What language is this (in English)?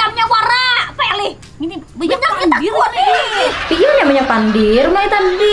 Banjar